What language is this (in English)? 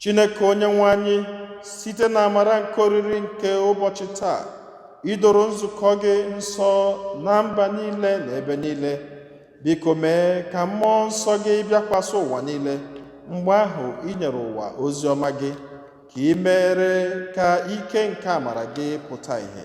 Igbo